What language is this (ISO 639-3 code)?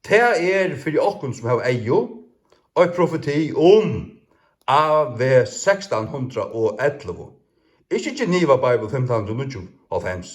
fao